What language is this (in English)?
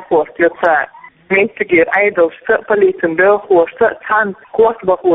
Chechen